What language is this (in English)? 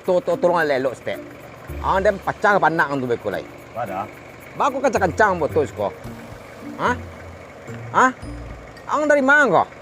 Minangkabau